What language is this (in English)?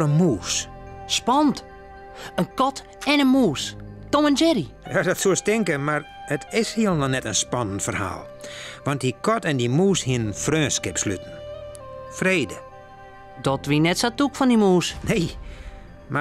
Western Frisian